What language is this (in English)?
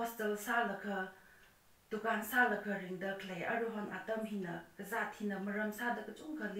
Tangkhul Naga (India)